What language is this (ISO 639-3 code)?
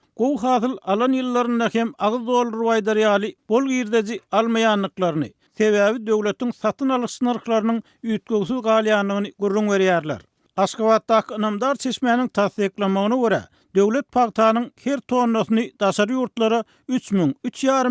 tuk